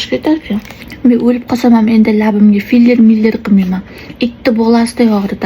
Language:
Uzbek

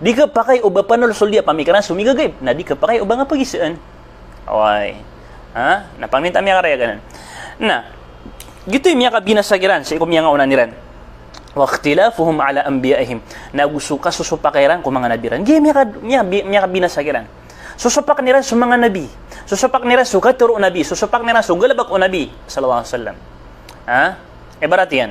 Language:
Maranao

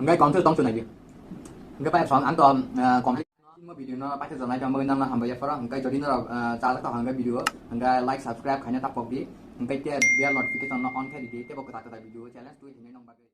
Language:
Kok Borok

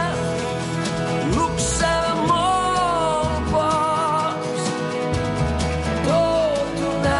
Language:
Catalan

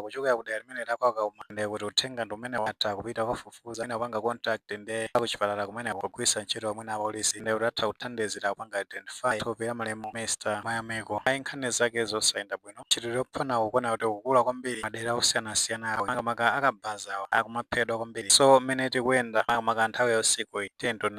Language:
Nyanja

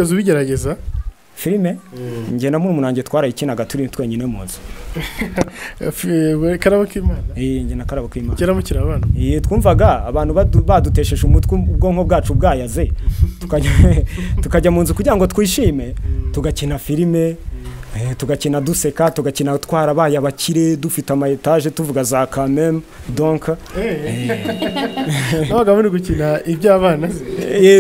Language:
Kinyarwanda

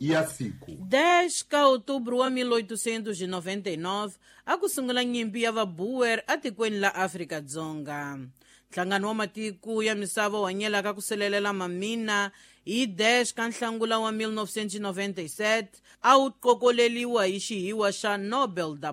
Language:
Tsonga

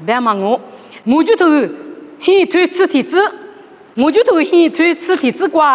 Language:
Lisu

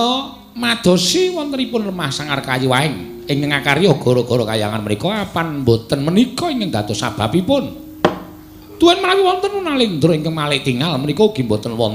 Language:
Javanese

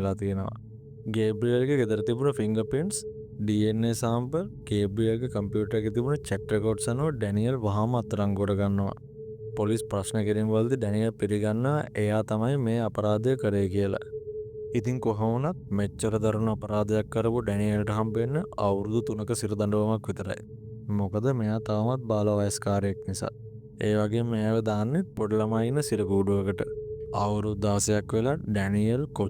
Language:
Sinhala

